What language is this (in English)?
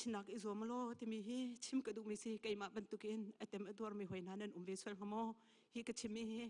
Hakha Chin